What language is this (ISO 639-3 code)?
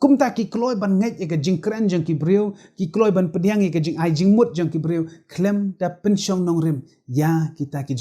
kha